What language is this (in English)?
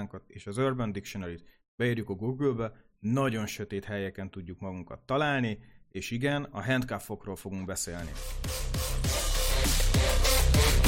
Hungarian